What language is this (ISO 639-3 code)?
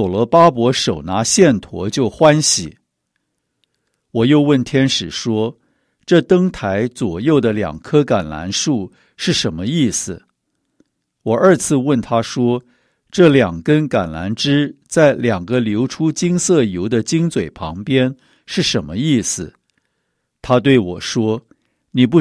zho